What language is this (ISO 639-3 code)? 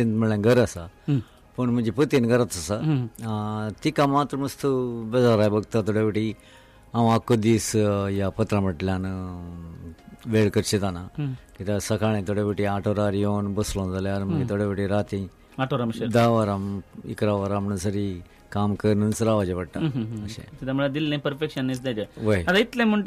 kok